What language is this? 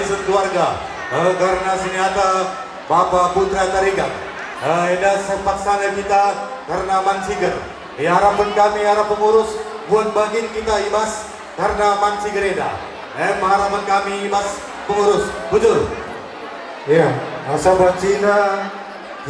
Batak Karo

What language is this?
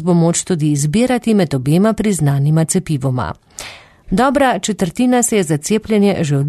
Slovenian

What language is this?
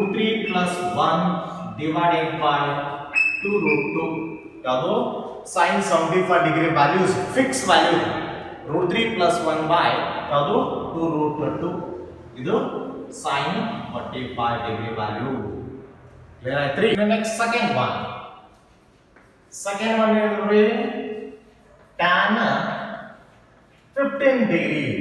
Kannada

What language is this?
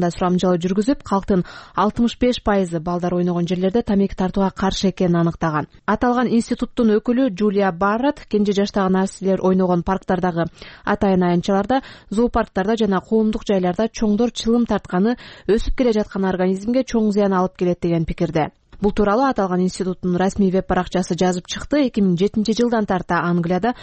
Kyrgyz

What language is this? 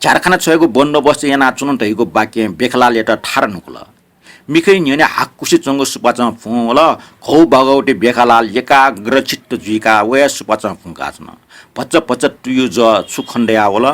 Newari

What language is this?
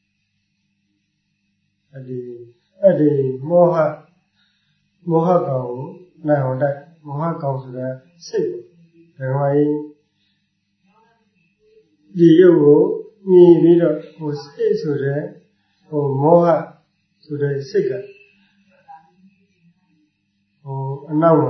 Burmese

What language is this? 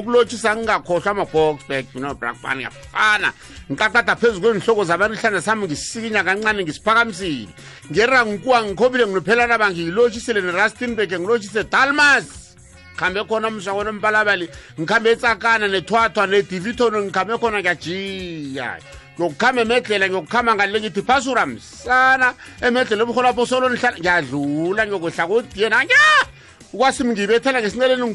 South Ndebele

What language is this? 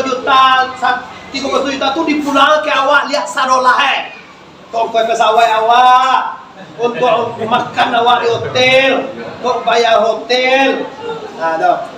Minangkabau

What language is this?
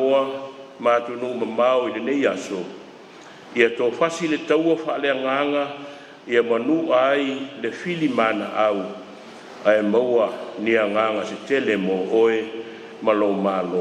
Samoan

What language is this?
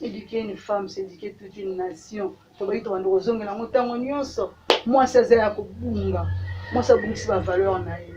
Lingala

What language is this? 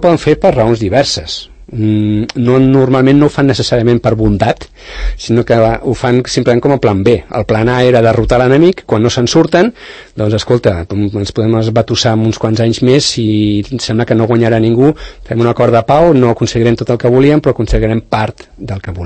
Catalan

